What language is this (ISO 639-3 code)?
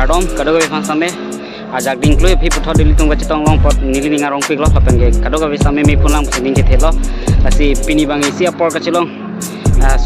mjw